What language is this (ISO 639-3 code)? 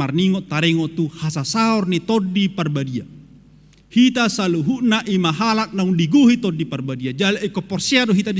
bbc